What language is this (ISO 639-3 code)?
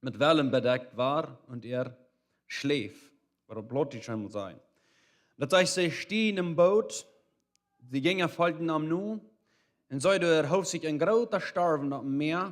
pdt